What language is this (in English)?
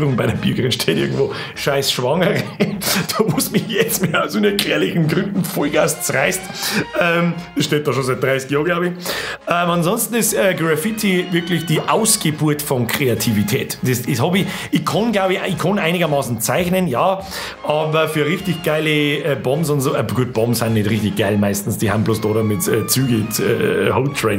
Bavarian